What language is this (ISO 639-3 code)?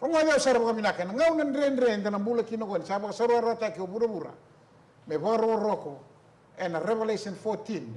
fij